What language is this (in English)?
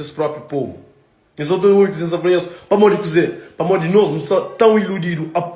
Kabuverdianu